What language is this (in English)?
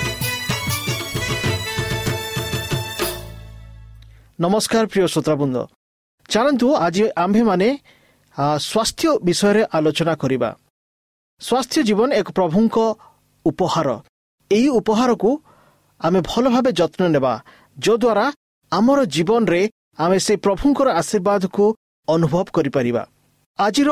Odia